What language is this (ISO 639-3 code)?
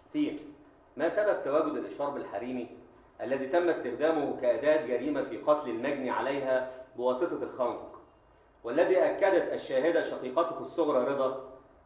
arz